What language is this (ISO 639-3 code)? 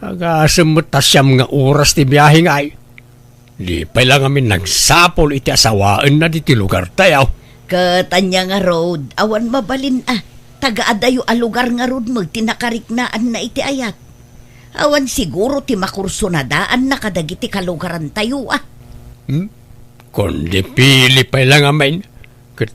ilo